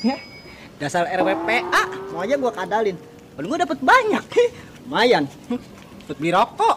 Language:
Betawi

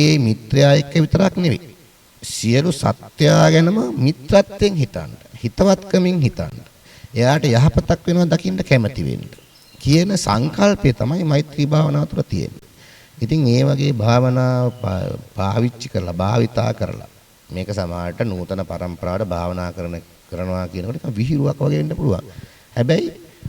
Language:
Sinhala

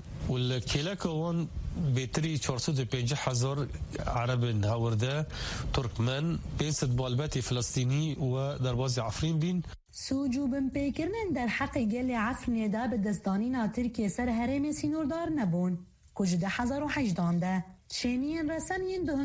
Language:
Kurdish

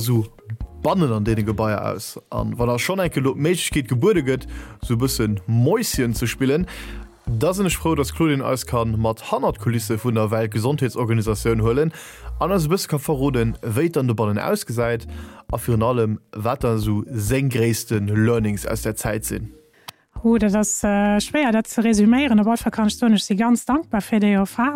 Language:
Luxembourgish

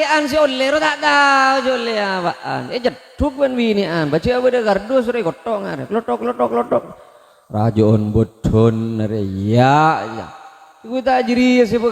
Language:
Madurese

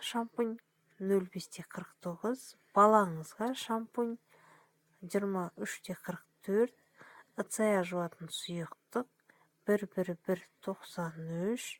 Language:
Kazakh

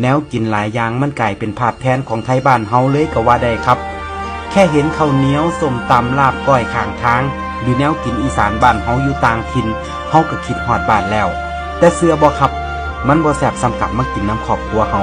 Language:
Northeastern Thai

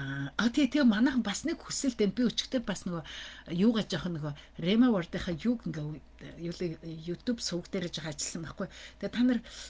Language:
Mongolian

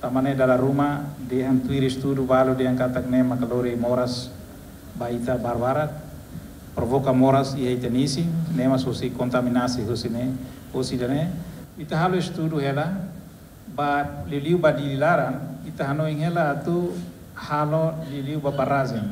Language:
Tetum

